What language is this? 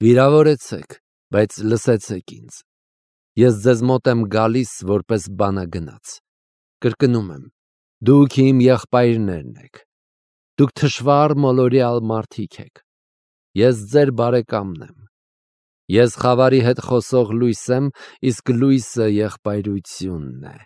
Armenian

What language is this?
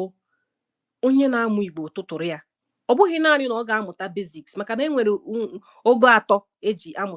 Igbo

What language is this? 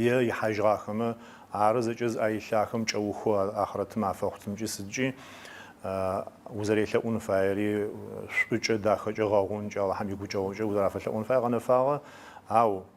Adyghe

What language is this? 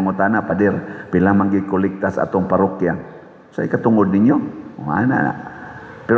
Cebuano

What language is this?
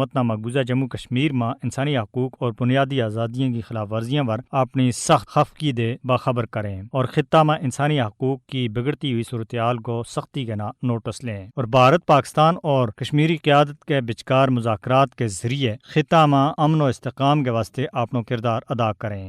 Gujari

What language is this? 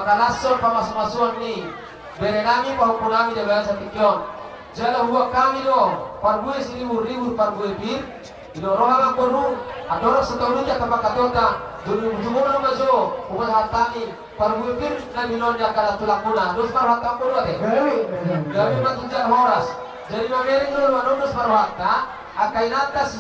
Batak Toba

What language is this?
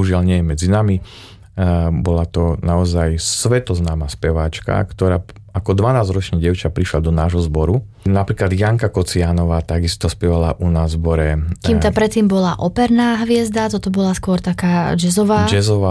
Slovak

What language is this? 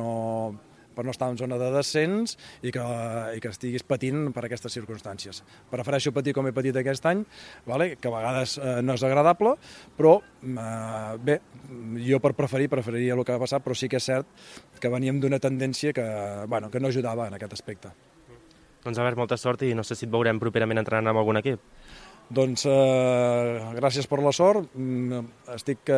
Catalan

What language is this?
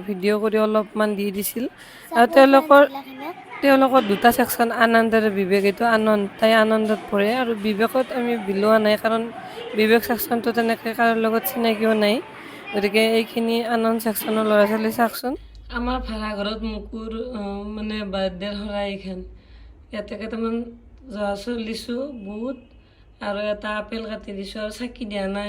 Assamese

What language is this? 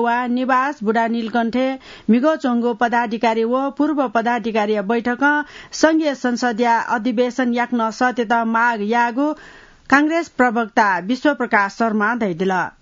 Newari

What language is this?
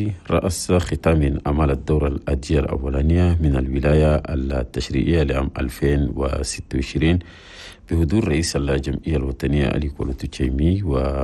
Chadian Arabic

